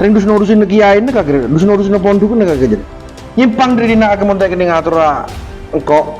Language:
Madurese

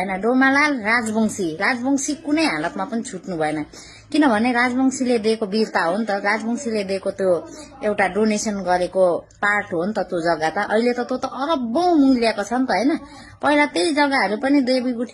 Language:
Nepali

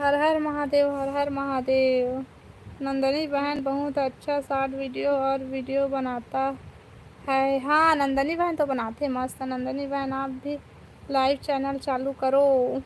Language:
Chhattisgarhi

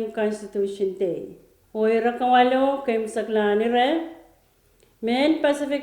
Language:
Pohnpeian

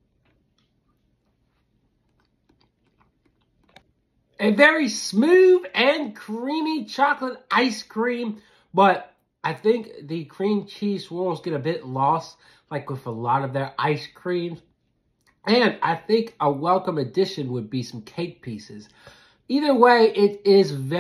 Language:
English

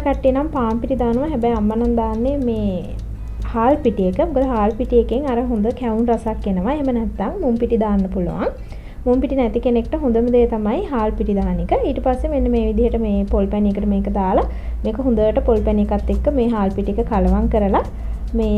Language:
Sinhala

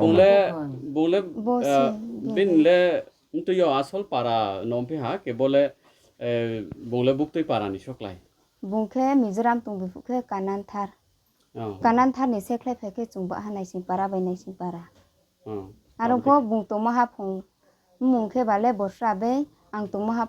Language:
Riang (India)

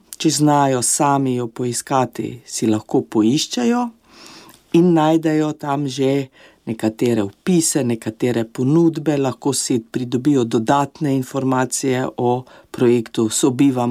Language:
Slovenian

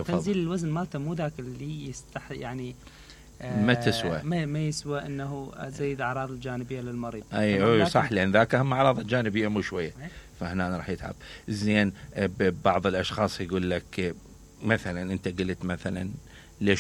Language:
Mesopotamian Arabic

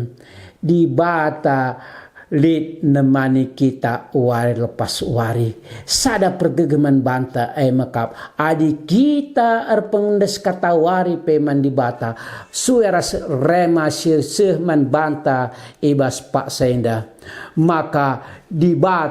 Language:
Batak Karo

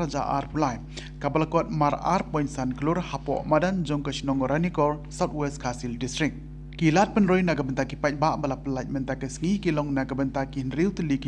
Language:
Khasi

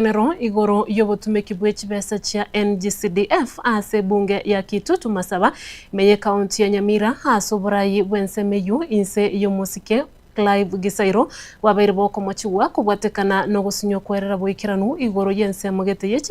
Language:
Gusii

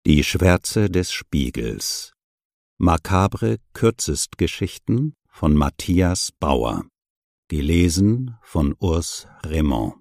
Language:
German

